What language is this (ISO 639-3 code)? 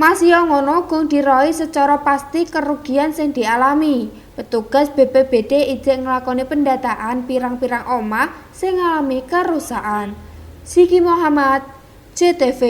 jav